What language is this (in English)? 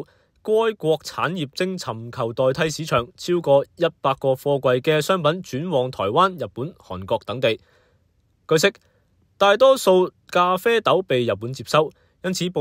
Cantonese